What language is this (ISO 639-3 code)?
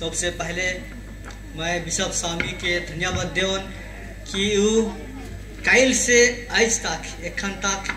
sck